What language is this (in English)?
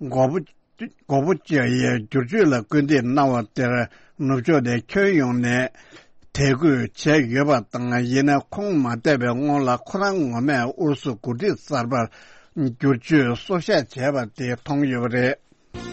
Tibetan